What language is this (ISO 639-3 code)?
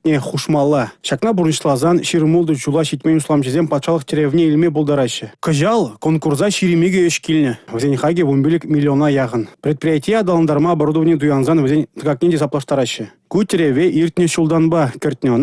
chv